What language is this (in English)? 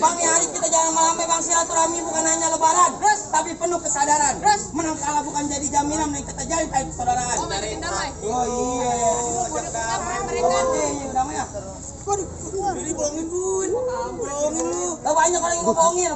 Betawi